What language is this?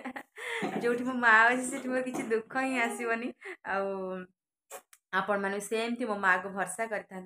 Odia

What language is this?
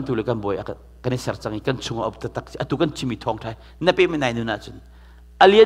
Hakha Chin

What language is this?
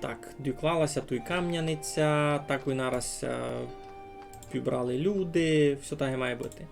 Rusyn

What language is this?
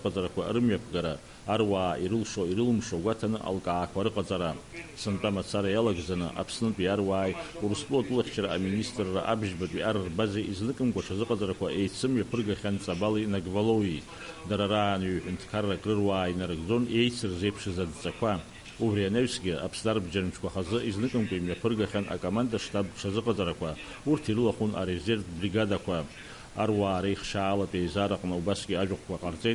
Abkhazian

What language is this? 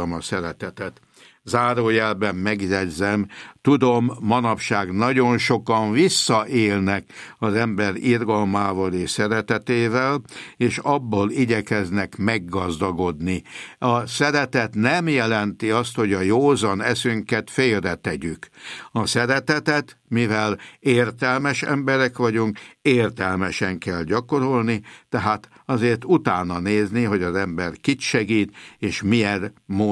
Hungarian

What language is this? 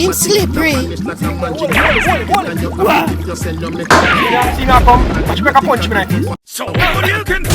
Jamaican Creole English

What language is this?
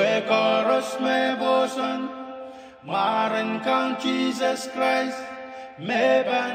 Pohnpeian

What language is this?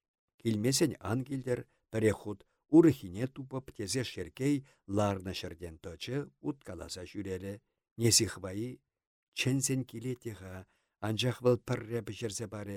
Chuvash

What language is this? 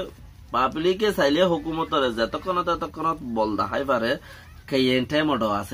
Rohingya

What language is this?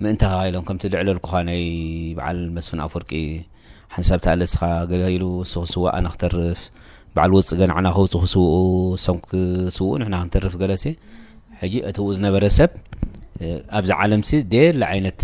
Tigrinya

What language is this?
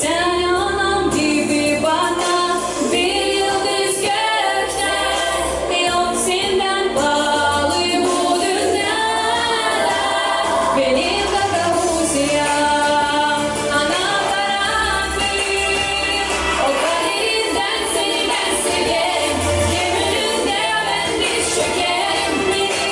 Gagauz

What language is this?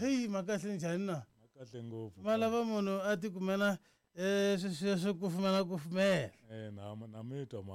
Tsonga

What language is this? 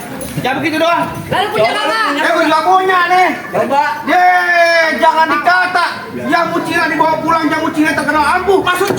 Betawi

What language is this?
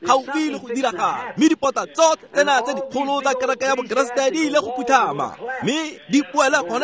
Tswana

